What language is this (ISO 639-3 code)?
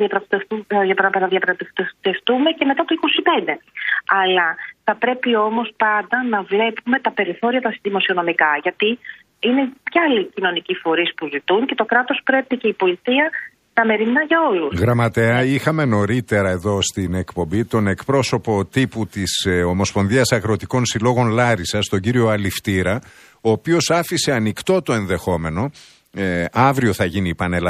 ell